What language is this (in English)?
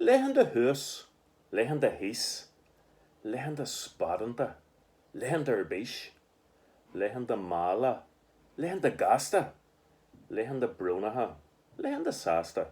Irish